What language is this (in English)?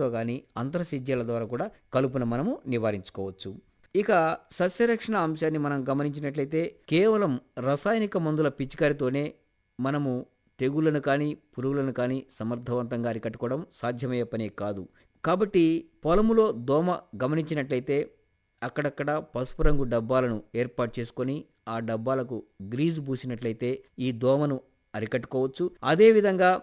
Telugu